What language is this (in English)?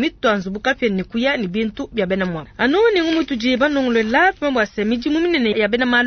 Luba-Lulua